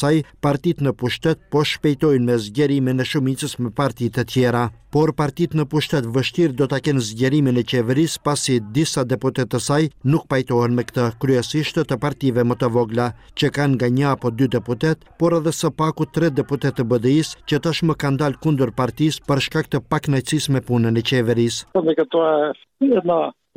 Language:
Albanian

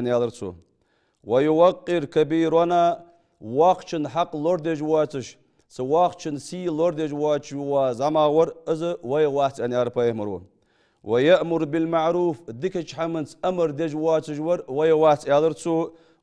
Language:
Ingush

